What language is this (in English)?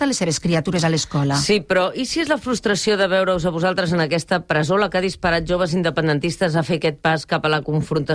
Catalan